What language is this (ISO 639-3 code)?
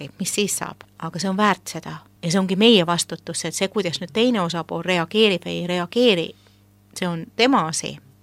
est